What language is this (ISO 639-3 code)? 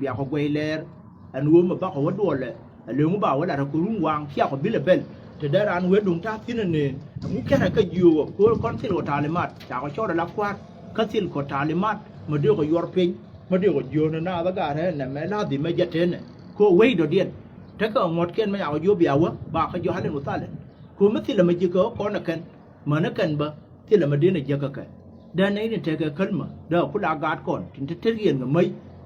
nus